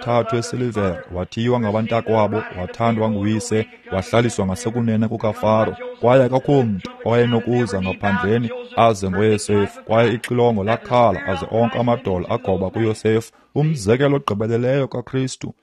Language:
Xhosa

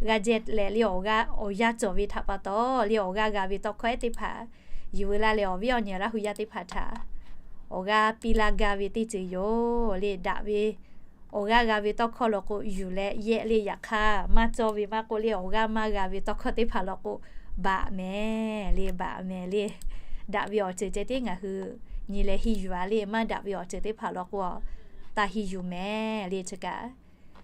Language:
Lahu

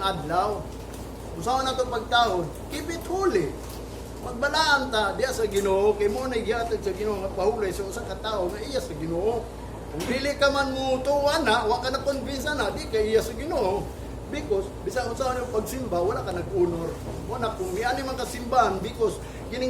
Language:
Cebuano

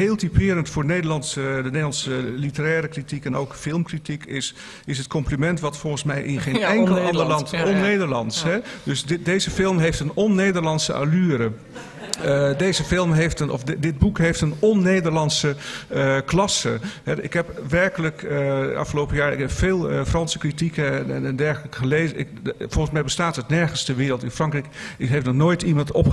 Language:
Dutch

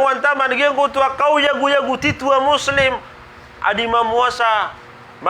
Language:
Maranao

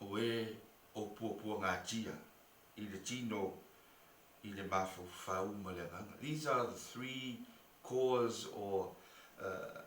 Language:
Samoan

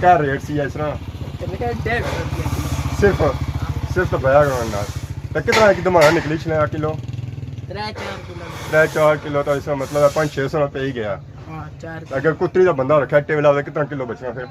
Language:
Pahari-Potwari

